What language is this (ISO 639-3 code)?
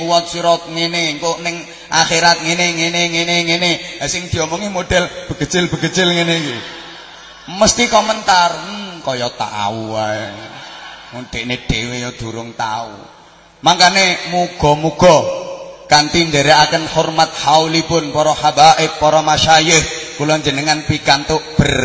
jav